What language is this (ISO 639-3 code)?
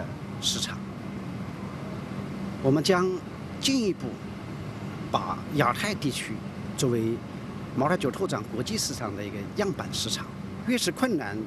zho